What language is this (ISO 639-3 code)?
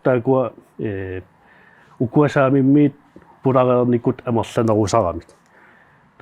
kal